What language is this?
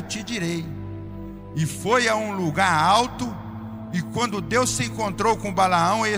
Portuguese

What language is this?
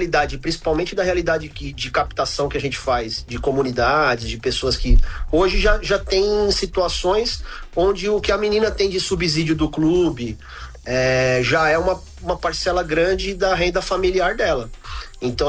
Portuguese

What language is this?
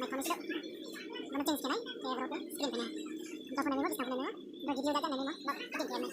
Riang (India)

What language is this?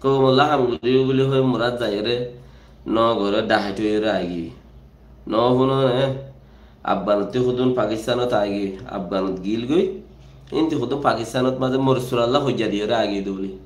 Rohingya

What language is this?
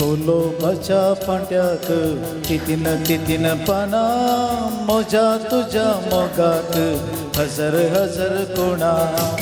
Konkani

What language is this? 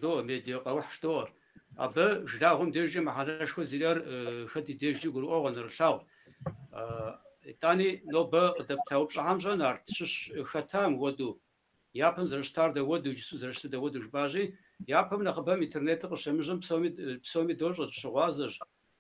Kabardian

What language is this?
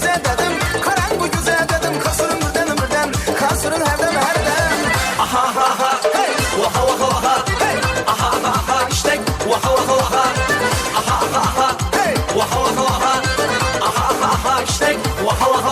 Kara-Kalpak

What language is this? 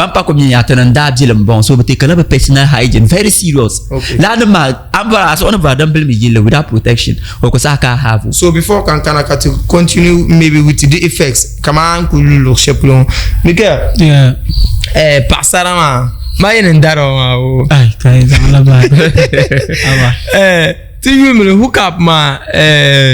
Dagbani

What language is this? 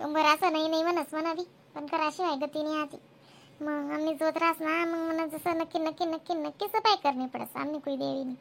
Khandesi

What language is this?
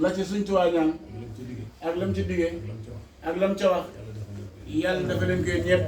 Wolof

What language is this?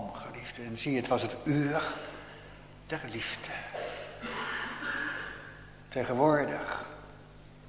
Dutch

